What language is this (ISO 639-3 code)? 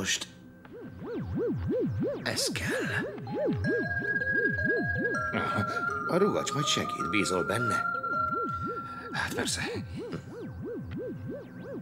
hun